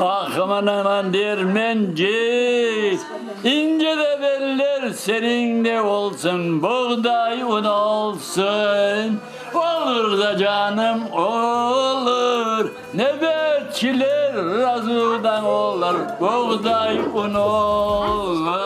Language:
Crimean Tatar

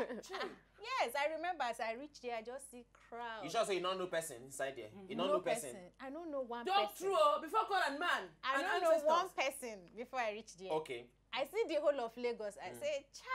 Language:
Nigerian Pidgin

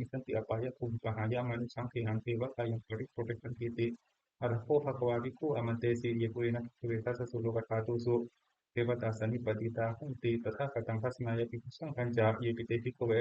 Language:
Pali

